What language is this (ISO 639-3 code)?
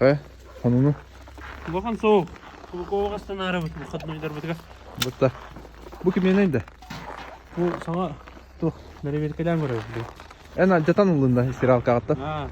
sah